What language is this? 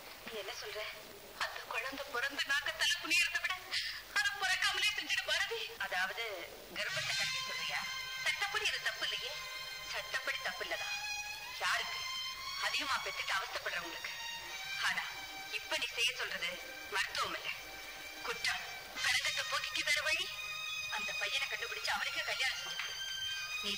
Tamil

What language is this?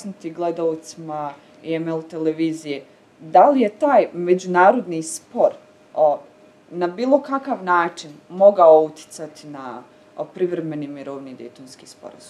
Bosnian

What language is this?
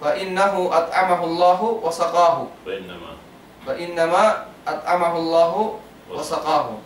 Tausug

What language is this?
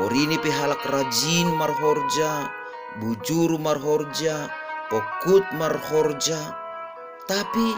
Batak Simalungun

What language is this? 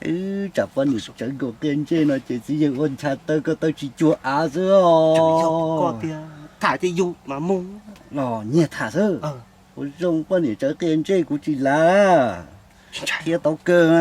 Hmong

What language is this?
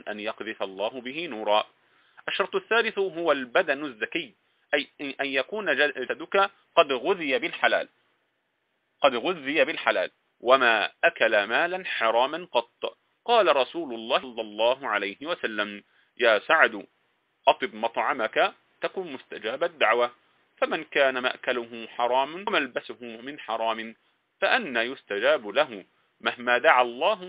Arabic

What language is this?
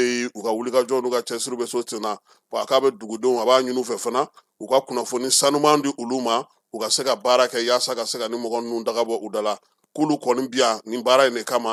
Bambara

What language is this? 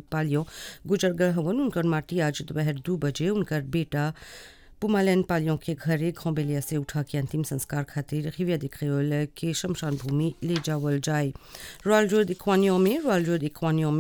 Bhojpuri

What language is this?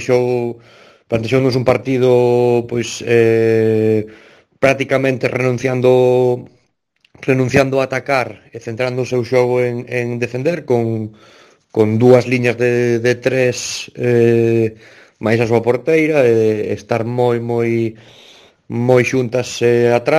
Galician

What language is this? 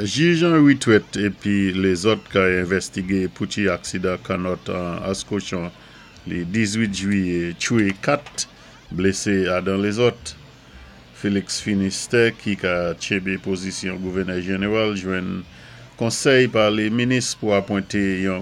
Saint Lucian Creole French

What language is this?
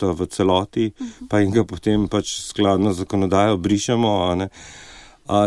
Slovenian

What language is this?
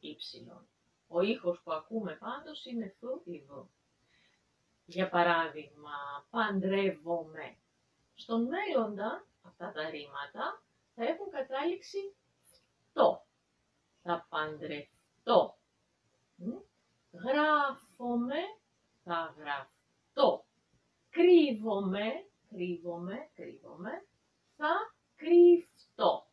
Greek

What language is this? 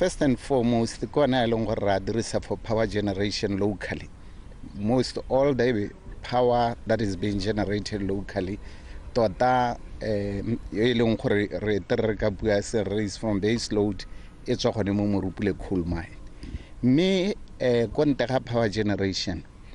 Tswana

